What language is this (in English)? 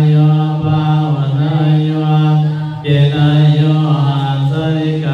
Pali